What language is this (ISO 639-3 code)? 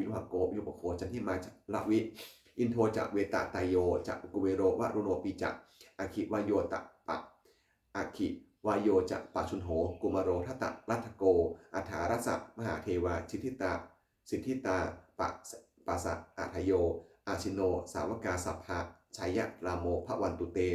pli